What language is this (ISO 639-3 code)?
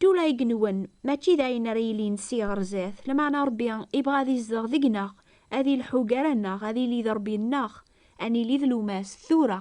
kab